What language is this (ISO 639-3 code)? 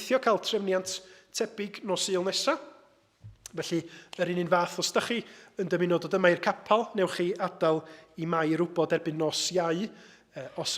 cym